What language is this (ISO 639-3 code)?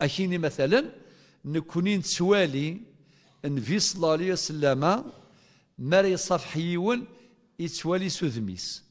kab